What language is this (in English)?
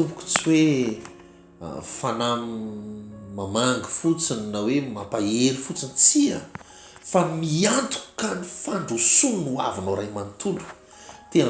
Malagasy